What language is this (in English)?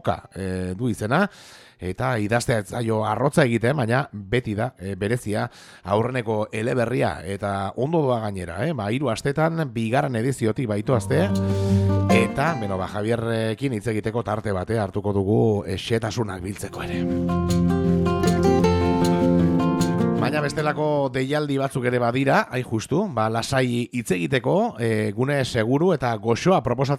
Basque